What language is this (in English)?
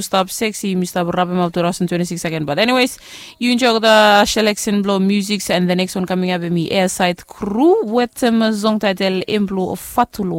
Bislama